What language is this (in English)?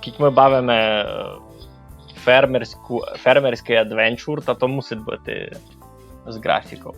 Rusyn